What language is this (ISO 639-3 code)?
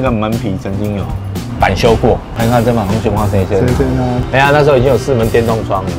zho